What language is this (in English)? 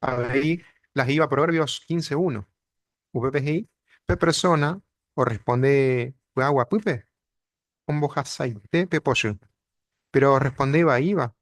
Guarani